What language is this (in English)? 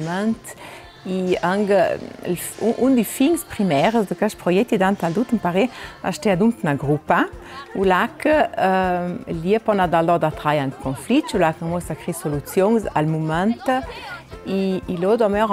Ladin